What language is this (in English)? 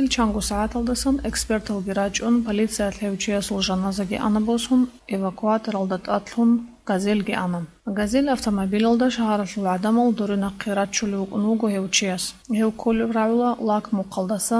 Avaric